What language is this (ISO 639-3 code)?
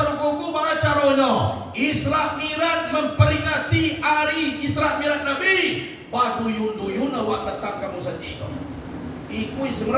min